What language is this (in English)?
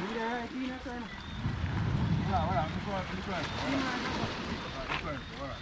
Jamaican Creole English